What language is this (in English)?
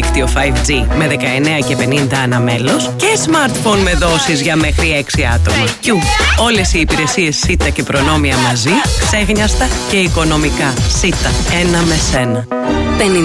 Greek